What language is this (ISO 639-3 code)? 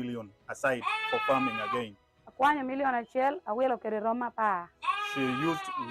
laj